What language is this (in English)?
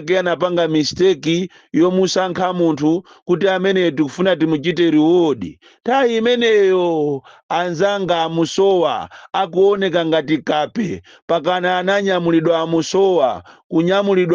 Nyanja